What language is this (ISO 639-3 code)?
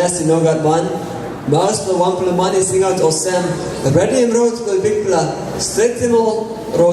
tpi